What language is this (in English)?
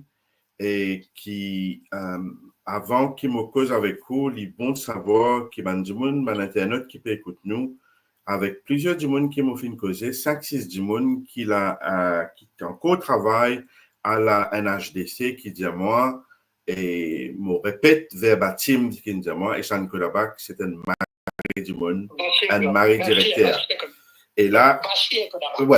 Morisyen